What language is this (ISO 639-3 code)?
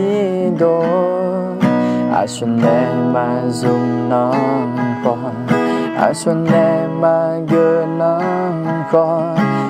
ahk